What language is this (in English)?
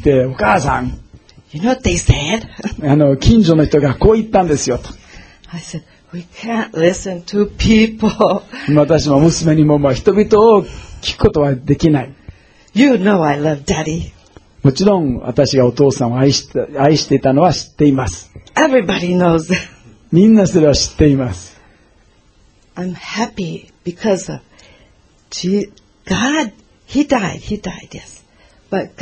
Japanese